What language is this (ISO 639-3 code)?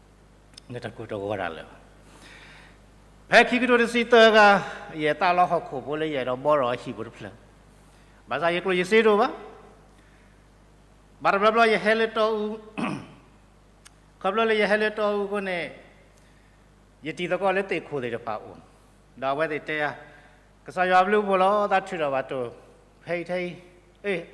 ksw